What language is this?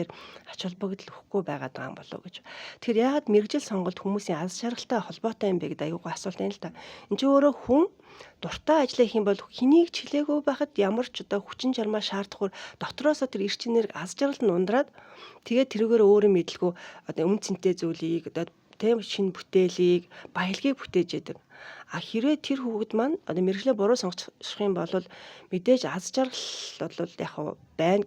Mongolian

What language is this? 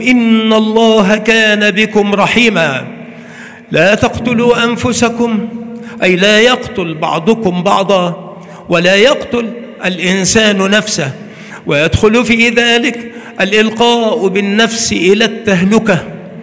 Arabic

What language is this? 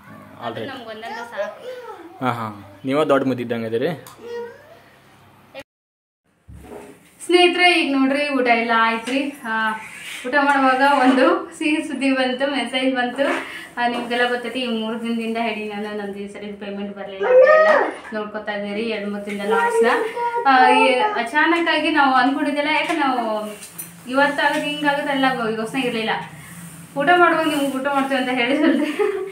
Kannada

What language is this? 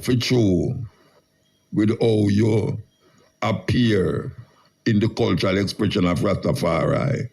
Jamaican Creole English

